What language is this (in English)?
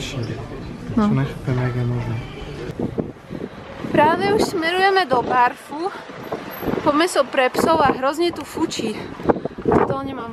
Slovak